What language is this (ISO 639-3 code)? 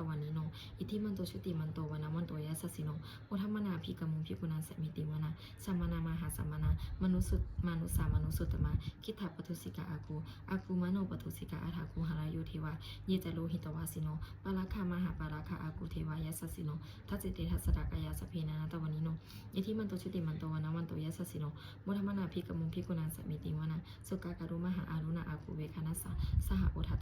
pli